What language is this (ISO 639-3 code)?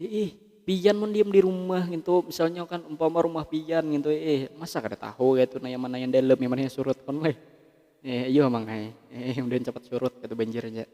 bjn